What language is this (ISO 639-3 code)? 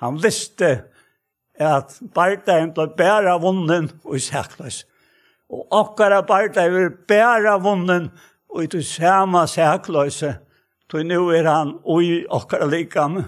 fao